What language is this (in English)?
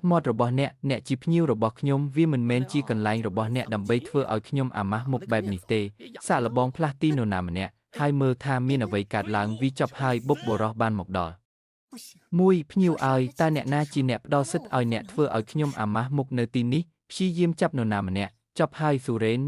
Khmer